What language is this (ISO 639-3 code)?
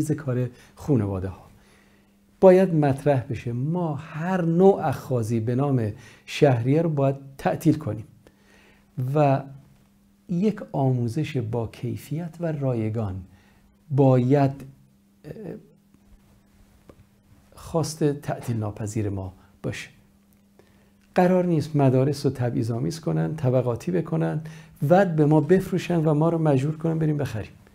fas